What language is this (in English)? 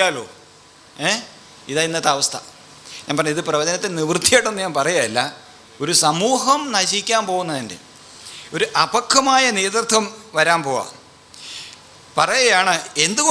Malayalam